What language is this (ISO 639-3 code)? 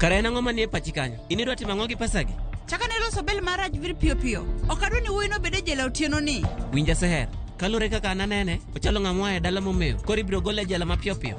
luo